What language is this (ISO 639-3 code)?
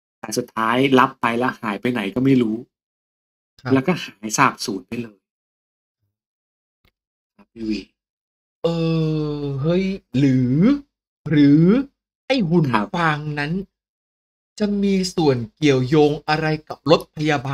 tha